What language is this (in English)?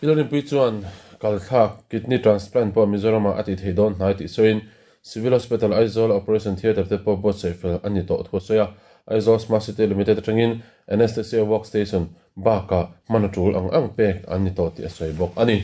Mizo